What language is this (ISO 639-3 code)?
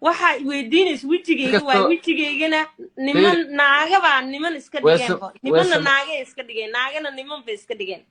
som